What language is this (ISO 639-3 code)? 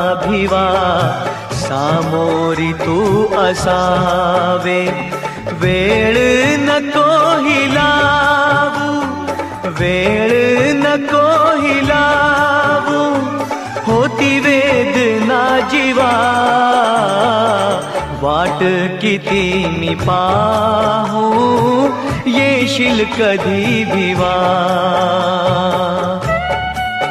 mar